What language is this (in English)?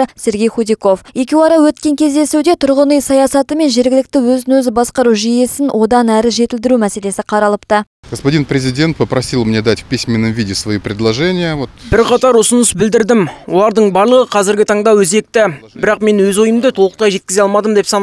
Kazakh